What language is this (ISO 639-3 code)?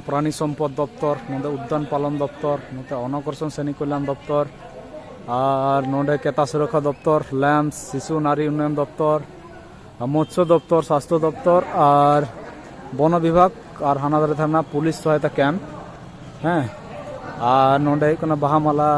sat